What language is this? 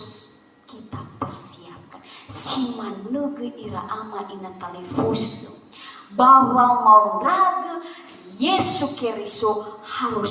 Nias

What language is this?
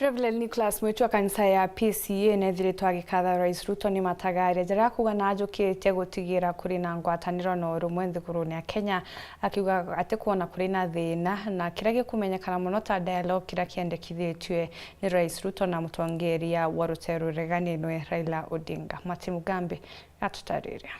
Meru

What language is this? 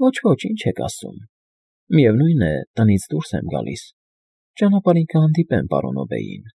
Armenian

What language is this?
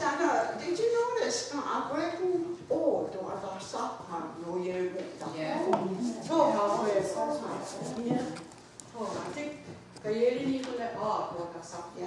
Mohawk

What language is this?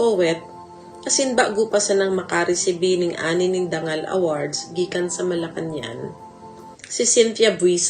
Bikol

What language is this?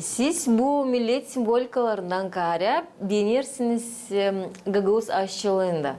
Gagauz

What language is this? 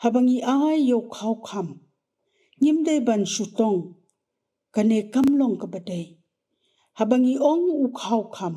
Khasi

